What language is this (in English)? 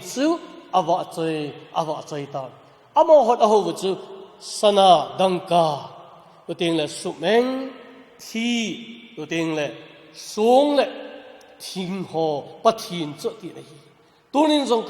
Thado Chin